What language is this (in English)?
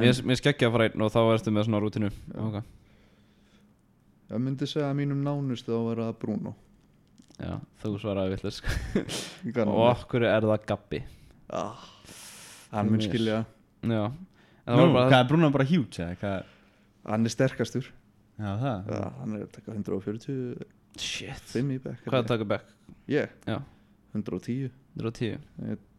Icelandic